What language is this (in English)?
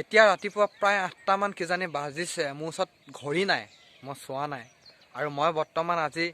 Assamese